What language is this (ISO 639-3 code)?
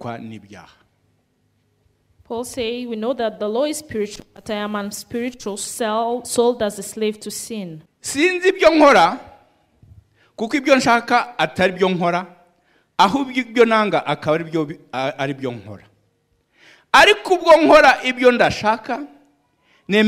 kin